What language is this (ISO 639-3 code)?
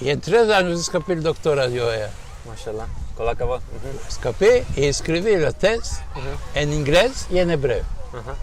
lad